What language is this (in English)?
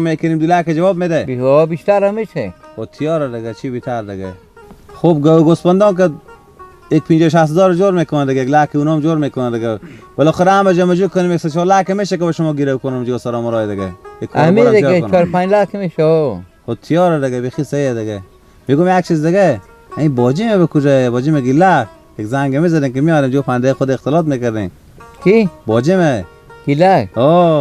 Persian